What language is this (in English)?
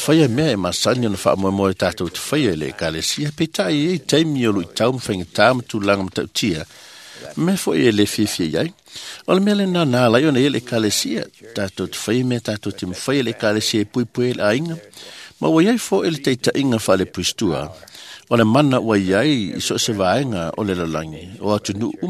Samoan